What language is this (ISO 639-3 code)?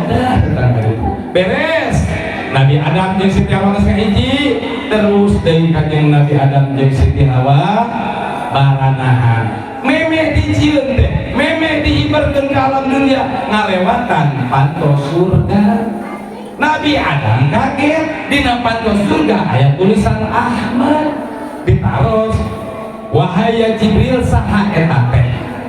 sun